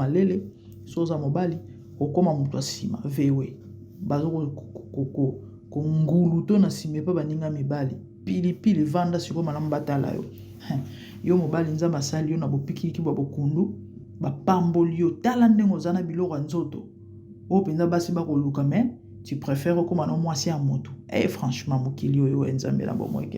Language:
Lingala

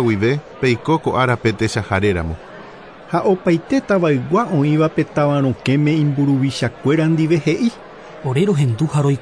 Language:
Guarani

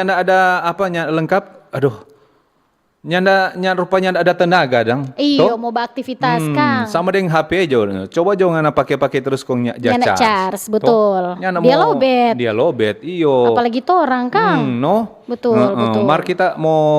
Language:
Manado Malay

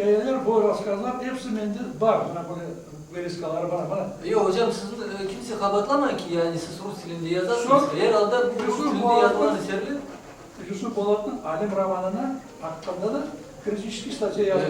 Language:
Crimean Tatar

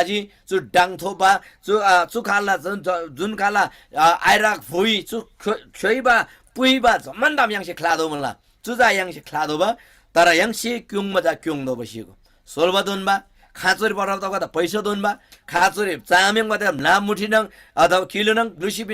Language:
Eastern Tamang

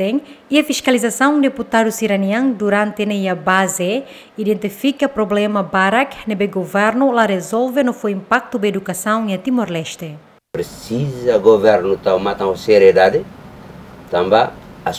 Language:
Tetum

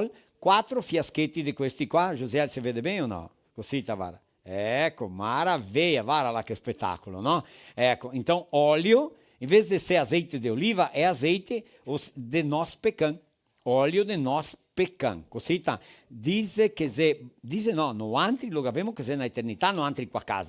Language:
Venetian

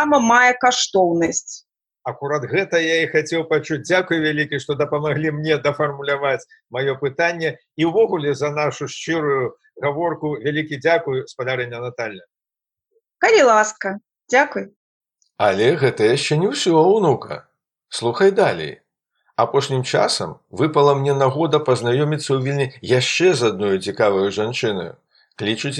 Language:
Belarusian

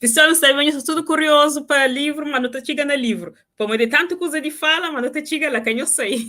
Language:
Kabuverdianu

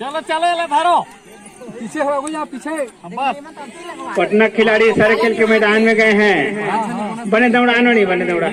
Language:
Chhattisgarhi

